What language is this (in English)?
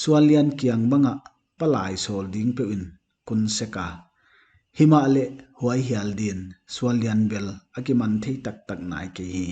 Paite Chin